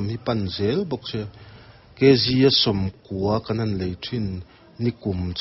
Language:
Mizo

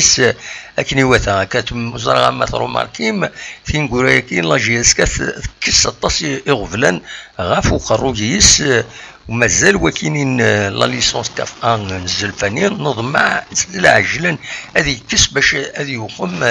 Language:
Kabyle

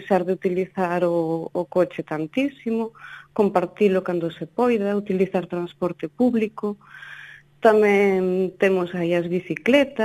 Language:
Galician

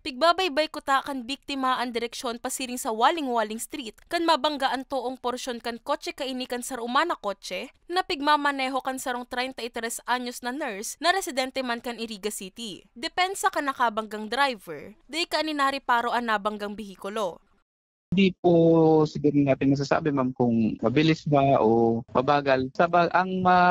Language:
Bikol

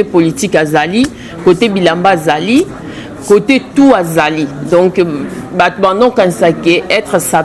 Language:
Lingala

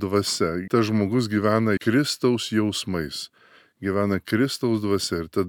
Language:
Lithuanian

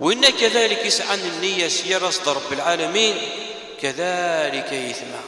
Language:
Kabyle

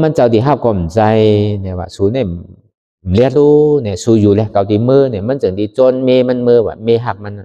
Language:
Shan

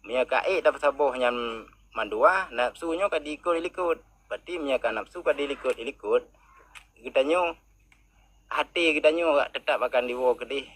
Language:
Achinese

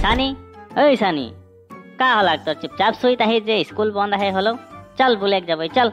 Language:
Sadri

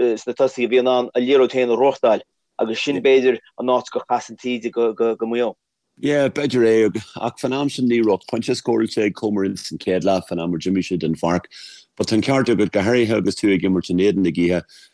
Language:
Irish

